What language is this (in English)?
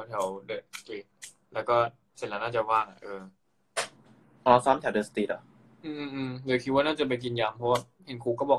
Thai